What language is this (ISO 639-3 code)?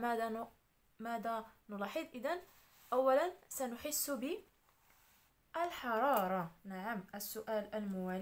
ara